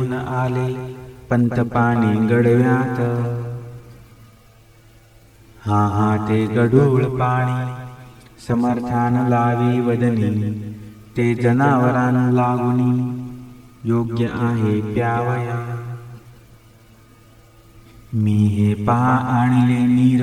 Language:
Marathi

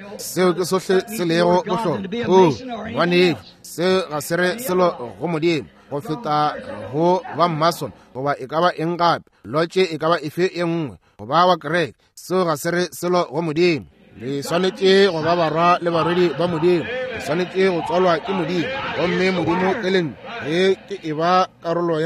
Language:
Northern Sotho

